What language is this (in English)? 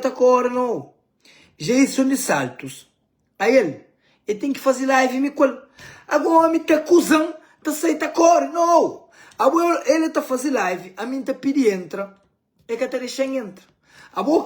Kabuverdianu